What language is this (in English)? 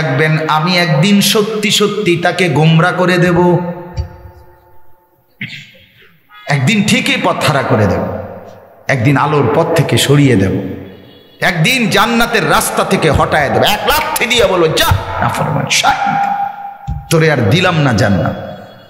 Bangla